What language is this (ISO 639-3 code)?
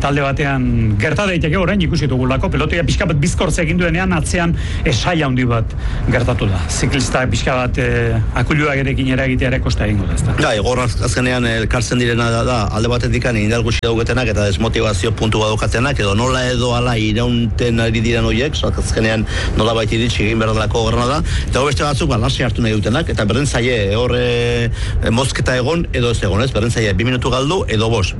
eus